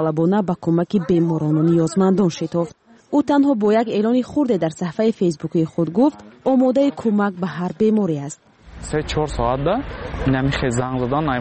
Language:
Persian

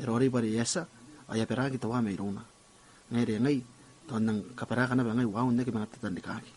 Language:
Gilbertese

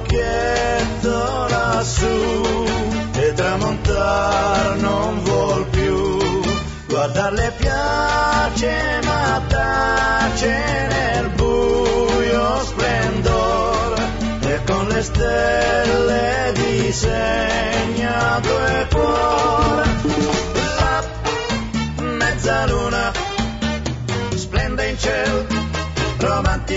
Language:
Italian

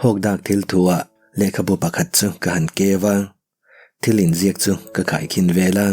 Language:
Mizo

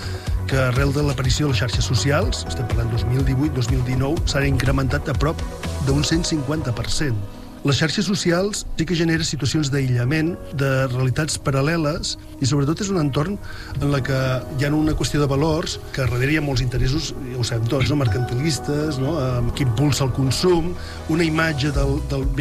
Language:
Catalan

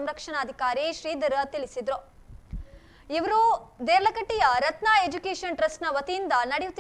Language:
Kannada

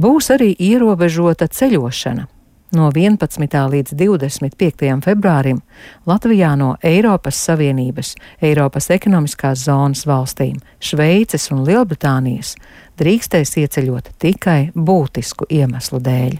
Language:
Latvian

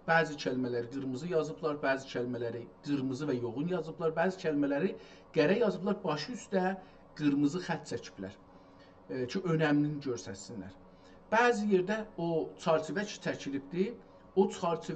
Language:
South Azerbaijani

